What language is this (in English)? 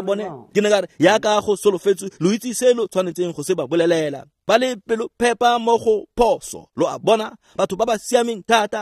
Tswana